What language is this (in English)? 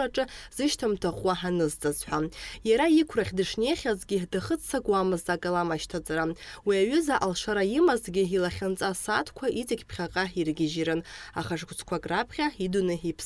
Abkhazian